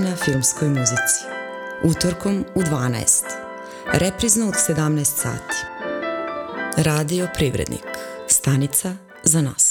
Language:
Serbian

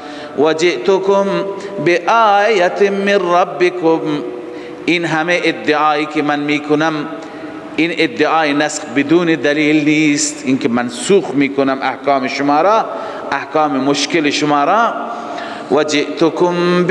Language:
Persian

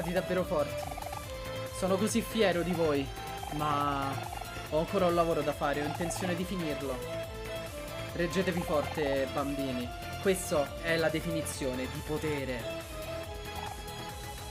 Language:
Italian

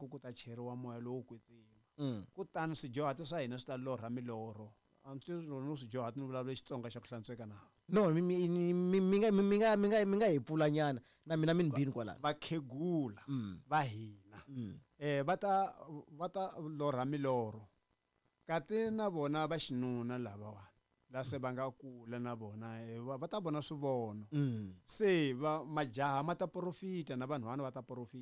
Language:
Tsonga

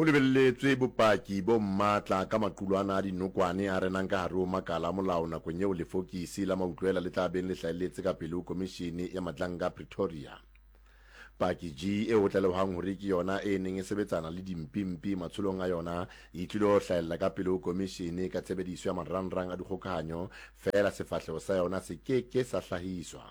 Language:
Southern Sotho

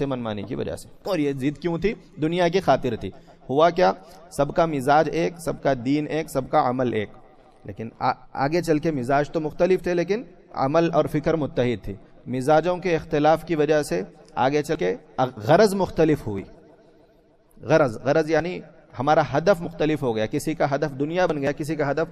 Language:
Urdu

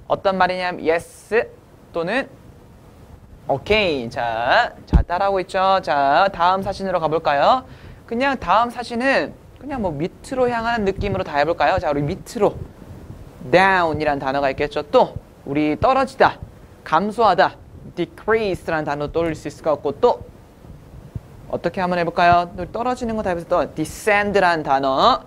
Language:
Korean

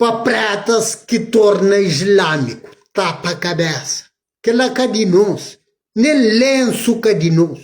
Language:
Kabuverdianu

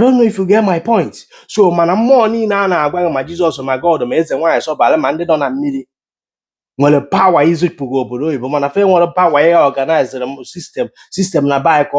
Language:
Igbo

